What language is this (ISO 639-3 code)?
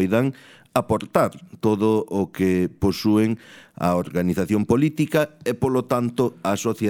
glg